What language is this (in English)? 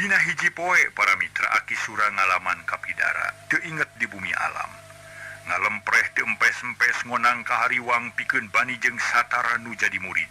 Sundanese